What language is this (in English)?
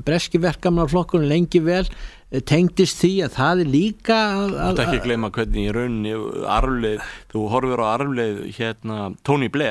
Icelandic